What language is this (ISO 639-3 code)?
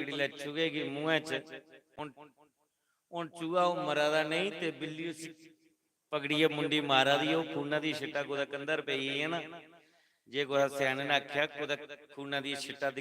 doi